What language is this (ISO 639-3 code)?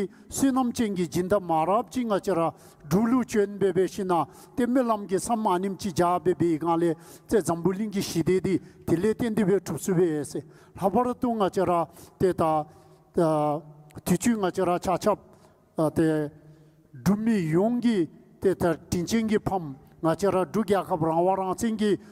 dzo